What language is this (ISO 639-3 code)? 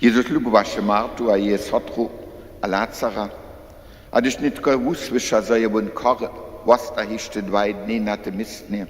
hsb